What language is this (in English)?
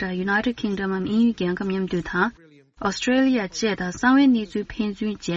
Tibetan